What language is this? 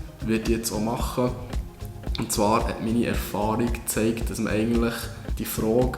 Swiss German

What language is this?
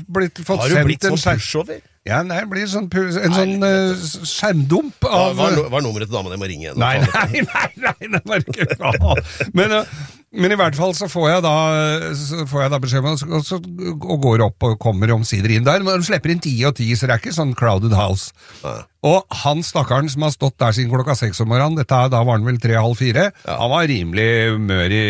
Norwegian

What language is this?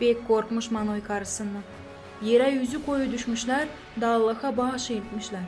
Gagauz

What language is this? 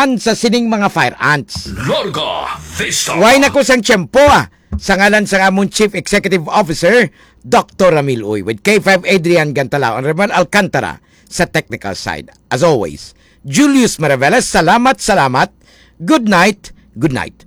Hiligaynon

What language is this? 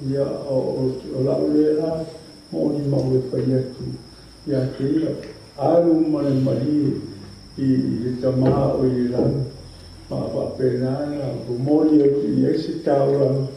Samoan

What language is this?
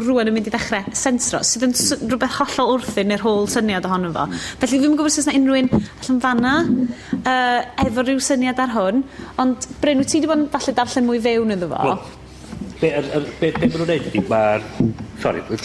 Welsh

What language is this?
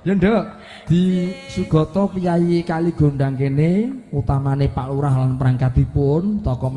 Javanese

